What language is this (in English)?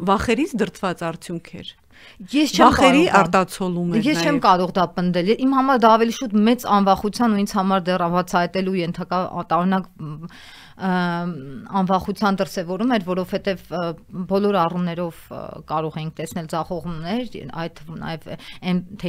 Armenian